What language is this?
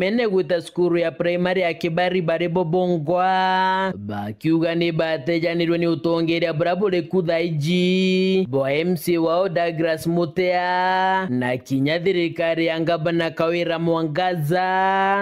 Meru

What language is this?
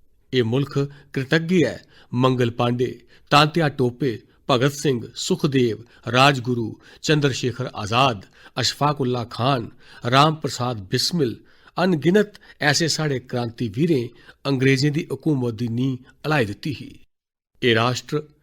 Dogri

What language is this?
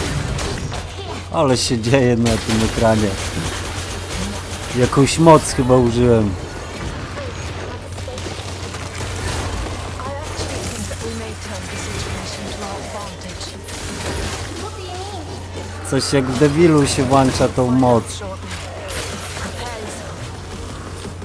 Polish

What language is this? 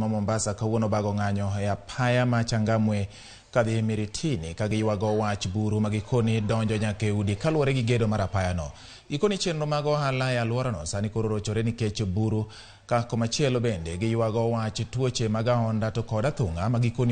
Luo (Kenya and Tanzania)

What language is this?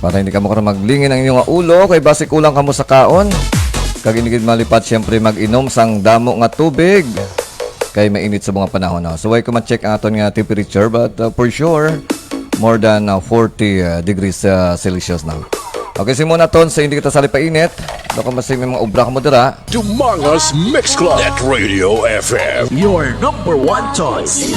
Hiligaynon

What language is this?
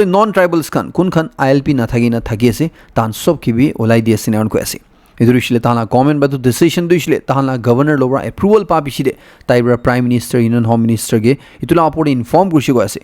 Naga Pidgin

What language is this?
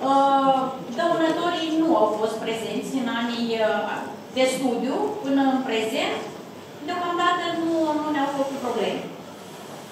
Romanian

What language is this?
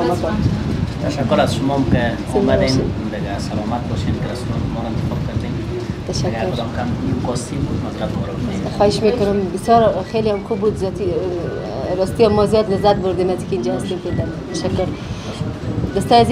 Persian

